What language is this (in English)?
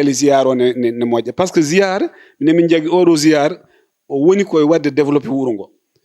Fula